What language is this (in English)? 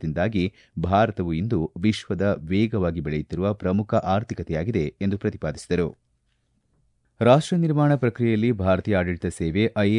Kannada